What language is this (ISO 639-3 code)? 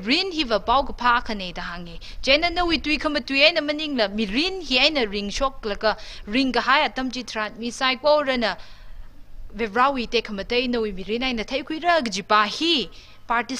nmf